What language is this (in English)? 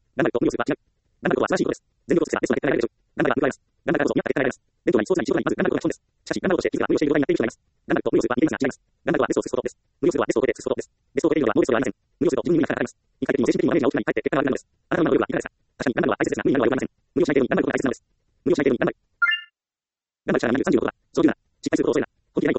Japanese